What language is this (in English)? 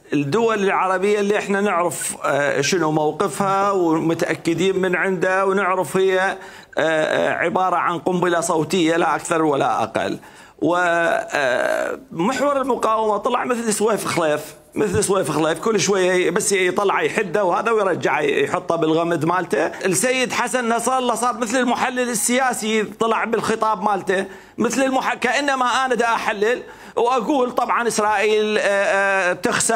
Mesopotamian Arabic